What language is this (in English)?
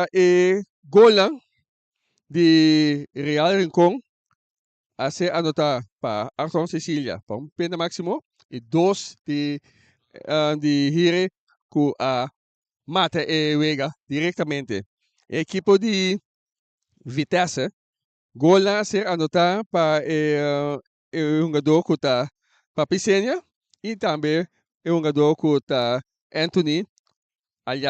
Papiamento